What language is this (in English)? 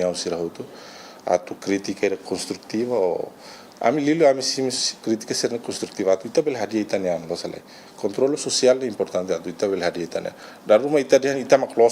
Tetum